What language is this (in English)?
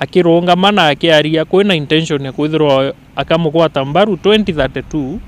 Meru